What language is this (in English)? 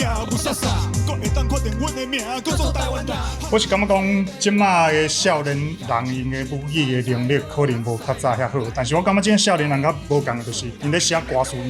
Min Nan Chinese